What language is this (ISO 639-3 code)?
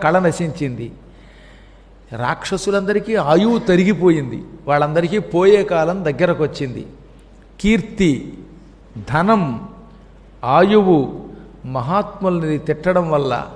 tel